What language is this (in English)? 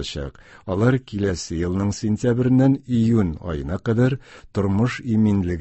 Tatar